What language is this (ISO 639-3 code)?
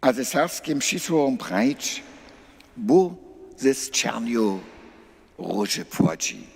hsb